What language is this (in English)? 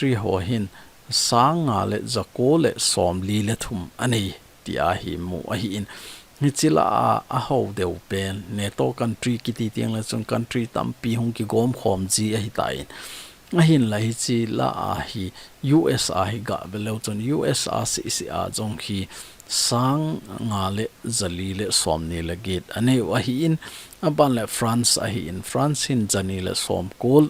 Thado Chin